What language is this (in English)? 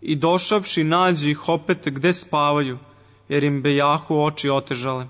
Serbian